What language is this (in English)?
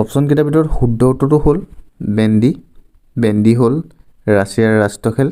Assamese